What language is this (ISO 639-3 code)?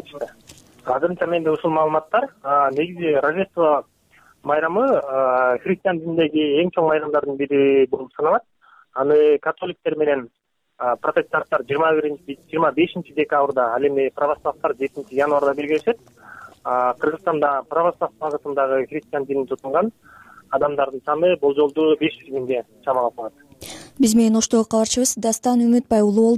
kir